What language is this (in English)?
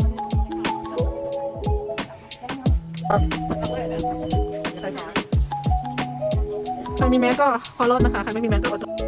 Lao